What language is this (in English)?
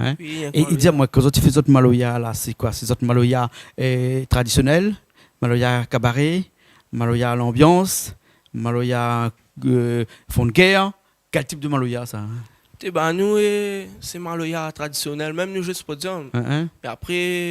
Réunion Creole French